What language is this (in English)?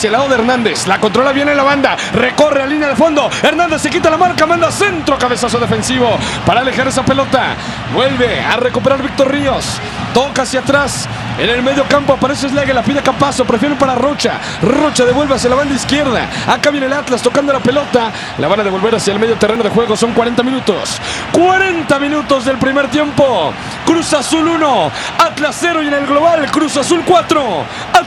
Spanish